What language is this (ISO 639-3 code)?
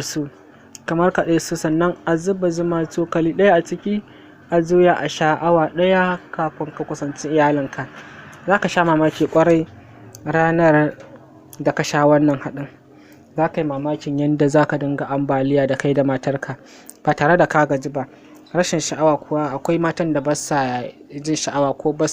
hau